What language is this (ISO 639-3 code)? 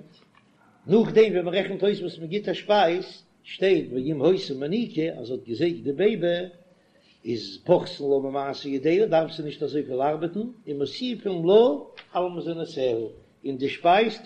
yid